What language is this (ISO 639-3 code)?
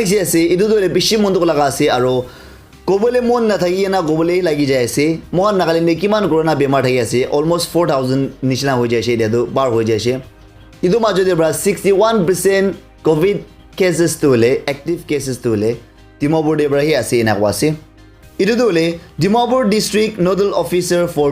nag